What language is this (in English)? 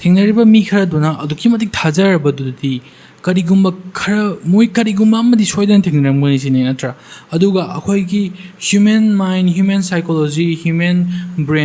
Manipuri